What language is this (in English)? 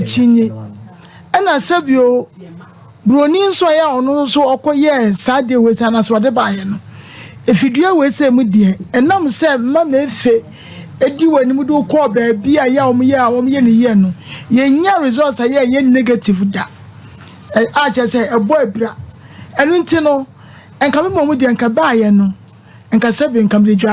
Akan